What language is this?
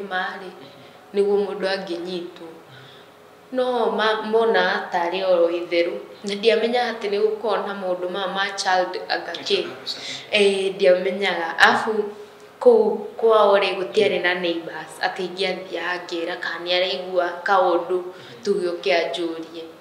Kikuyu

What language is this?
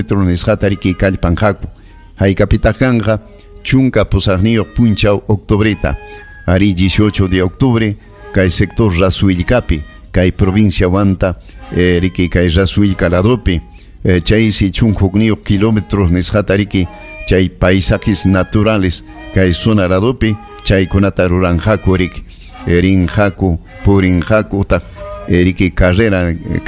Ayacucho Quechua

